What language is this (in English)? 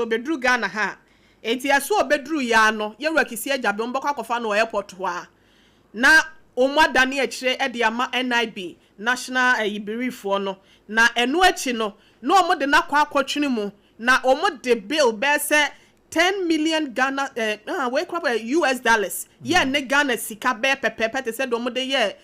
Akan